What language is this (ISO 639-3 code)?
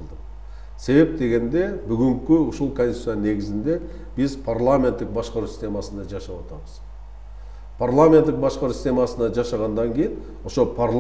kir